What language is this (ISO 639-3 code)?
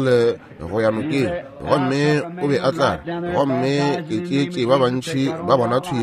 nso